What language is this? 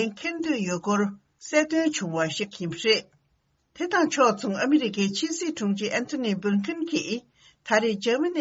Tibetan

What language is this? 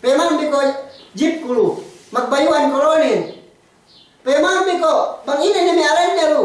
Yakan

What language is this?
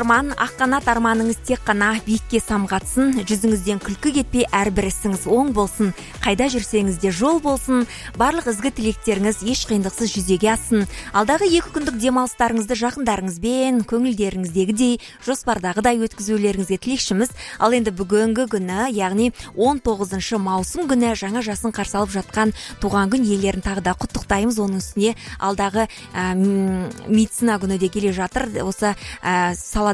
Kazakh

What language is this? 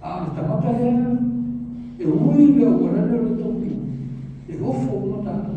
Samoan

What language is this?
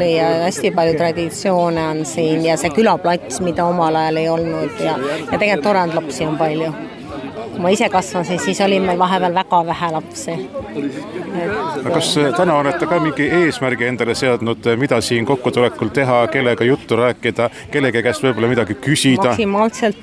Estonian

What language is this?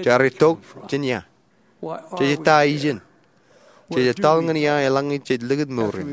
Marshallese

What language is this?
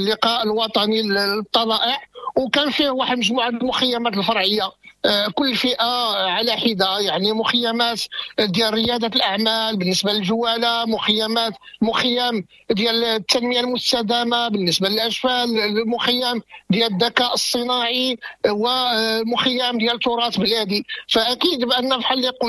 Moroccan Arabic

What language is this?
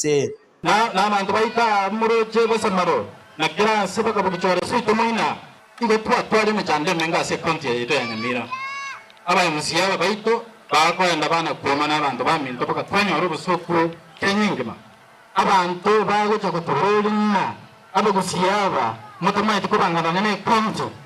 Gusii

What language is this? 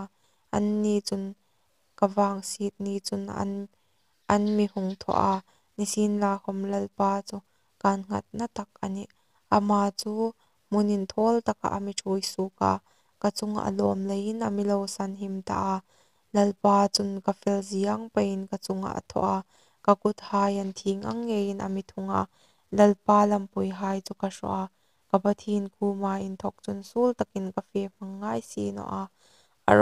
Hmar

